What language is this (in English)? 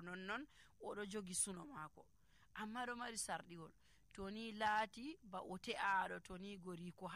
Nigerian Fulfulde